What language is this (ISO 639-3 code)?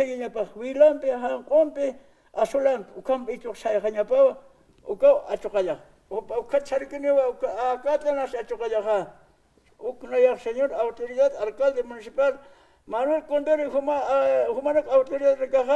aym